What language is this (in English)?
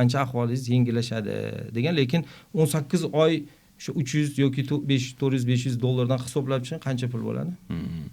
Uzbek